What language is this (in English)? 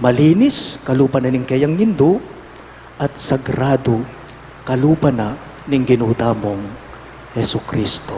Pampanga